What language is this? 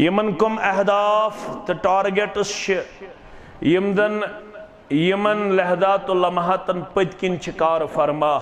Kashmiri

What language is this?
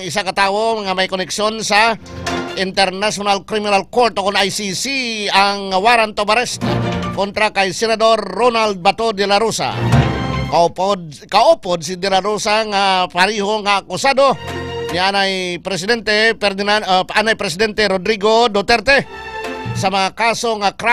Hiligaynon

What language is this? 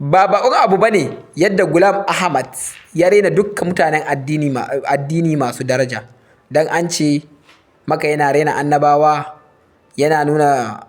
Hausa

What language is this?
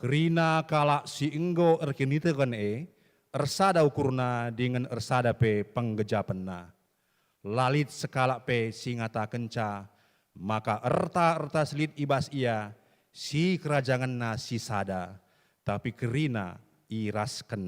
Batak Karo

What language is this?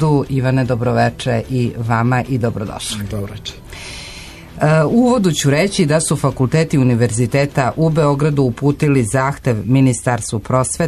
Serbian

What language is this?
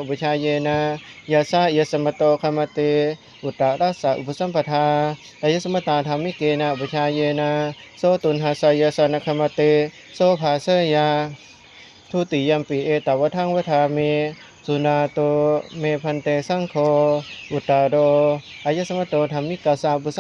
Pali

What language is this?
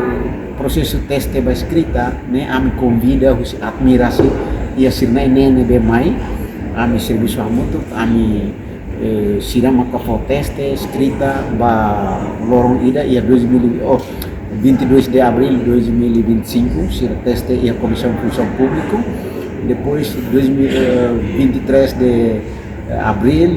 Tetum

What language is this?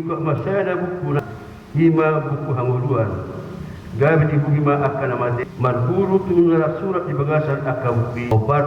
Batak Toba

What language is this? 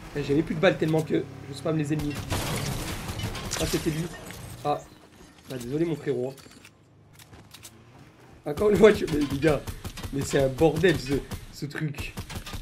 French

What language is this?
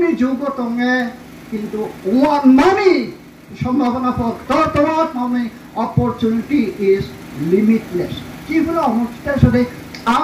Riang (India)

